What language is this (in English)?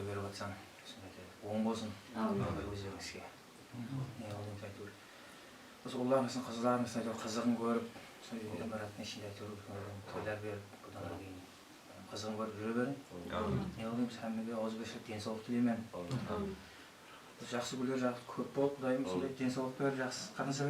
Kara-Kalpak